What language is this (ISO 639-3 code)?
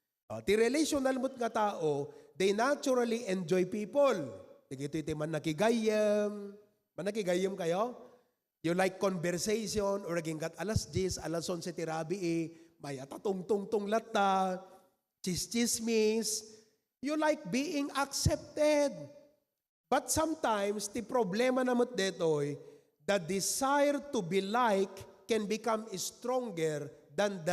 ilo